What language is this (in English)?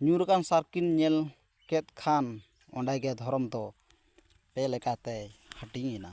Santali